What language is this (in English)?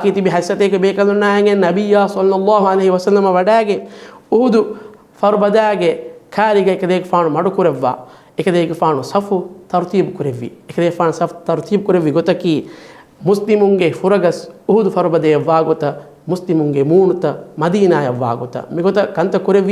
Divehi